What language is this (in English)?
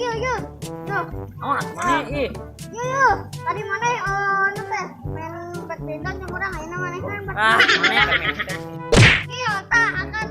Sundanese